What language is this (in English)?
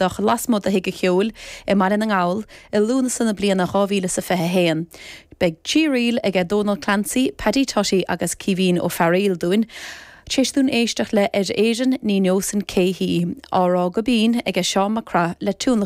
Irish